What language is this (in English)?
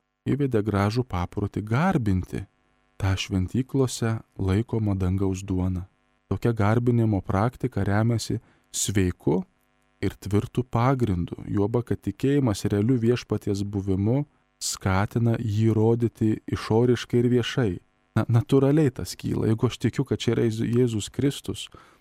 Lithuanian